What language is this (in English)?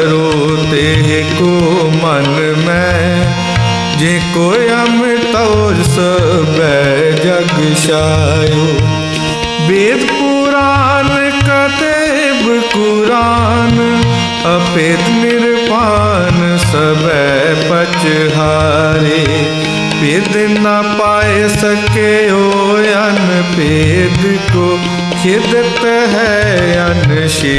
Punjabi